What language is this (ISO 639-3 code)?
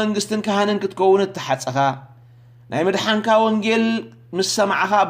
tir